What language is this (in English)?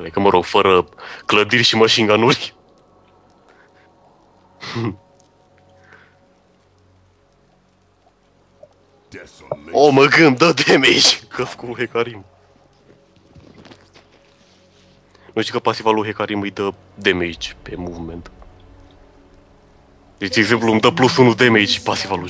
Romanian